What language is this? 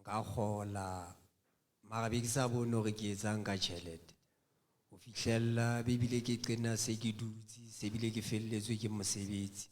Southern Sotho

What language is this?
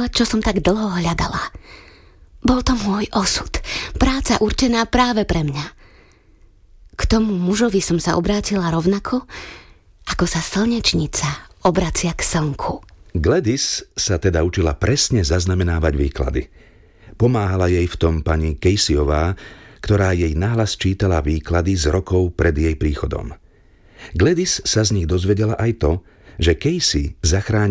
Slovak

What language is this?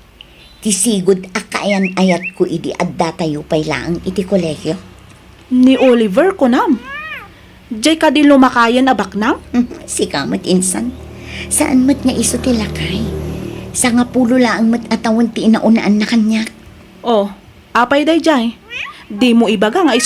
Iloko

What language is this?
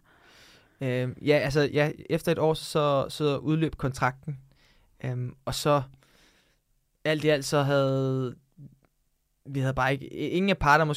Danish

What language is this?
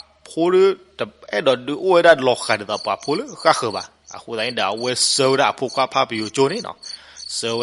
S'gaw Karen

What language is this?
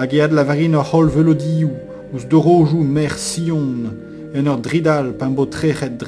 Breton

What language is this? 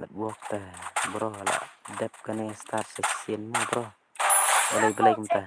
Khasi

